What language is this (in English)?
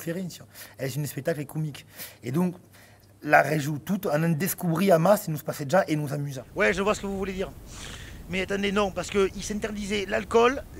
Occitan